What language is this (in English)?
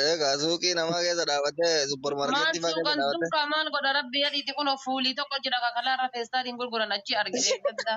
Oromo